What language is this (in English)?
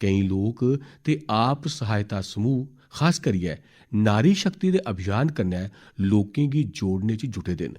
Dogri